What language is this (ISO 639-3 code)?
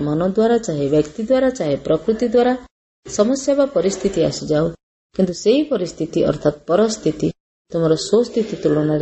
ori